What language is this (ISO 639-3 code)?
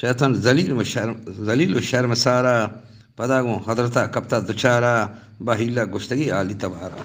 bgp